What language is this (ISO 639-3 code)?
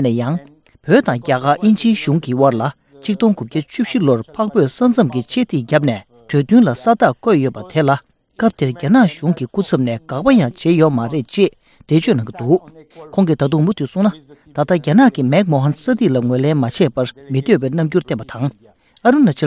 bod